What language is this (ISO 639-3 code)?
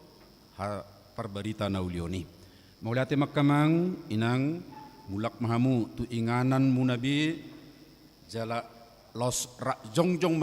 bbc